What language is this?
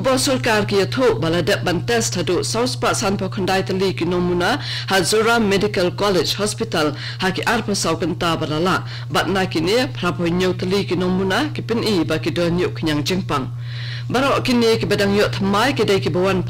Khasi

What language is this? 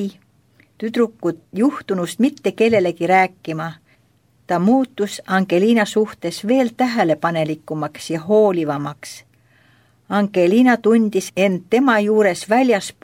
Estonian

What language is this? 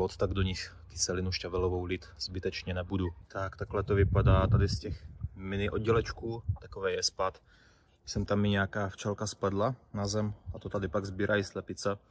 Czech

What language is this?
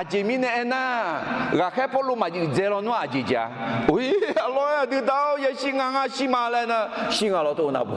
Akha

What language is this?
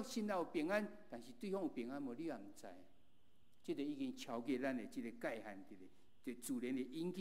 Min Nan Chinese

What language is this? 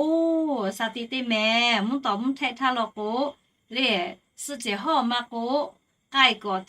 Lahu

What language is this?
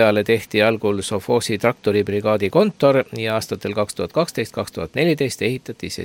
Estonian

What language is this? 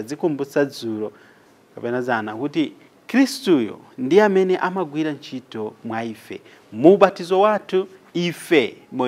Nyanja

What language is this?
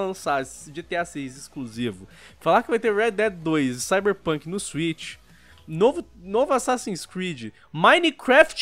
Portuguese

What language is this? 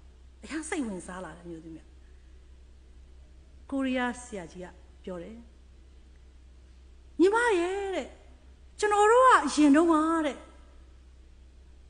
Burmese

